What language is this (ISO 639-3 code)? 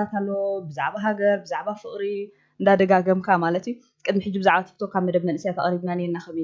tir